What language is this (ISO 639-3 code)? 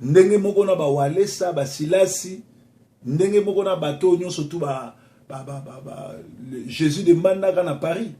lin